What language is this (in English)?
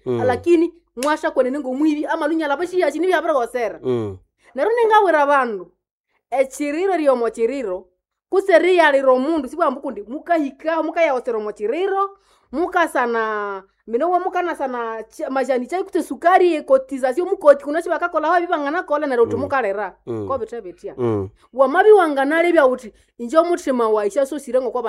Nande